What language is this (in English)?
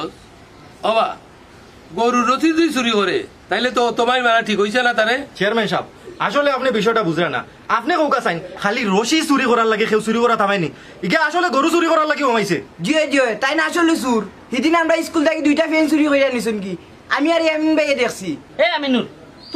Sylheti